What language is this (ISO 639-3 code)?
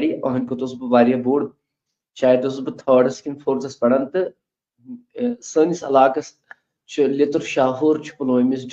kas